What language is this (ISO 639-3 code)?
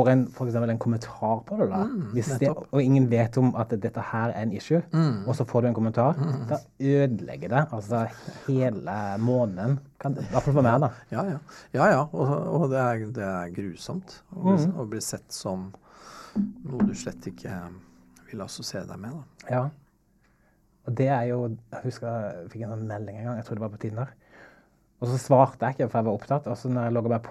nor